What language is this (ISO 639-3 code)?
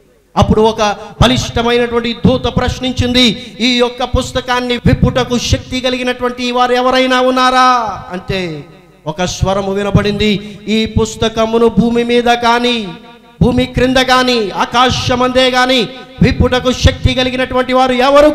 tel